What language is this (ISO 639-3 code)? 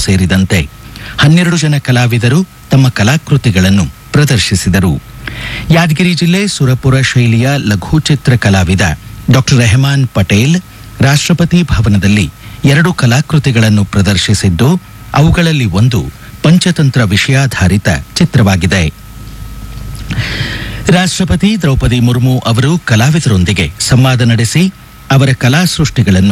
kan